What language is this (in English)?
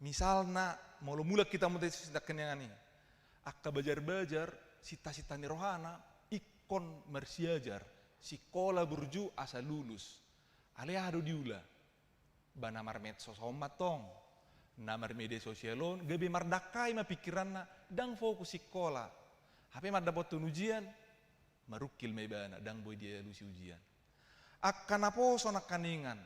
Batak Toba